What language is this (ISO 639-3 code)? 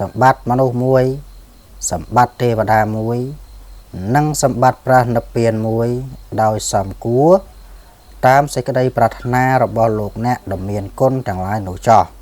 khm